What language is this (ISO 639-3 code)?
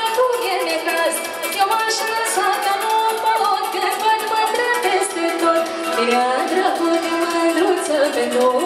ron